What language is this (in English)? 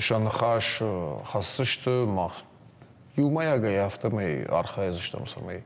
Ossetic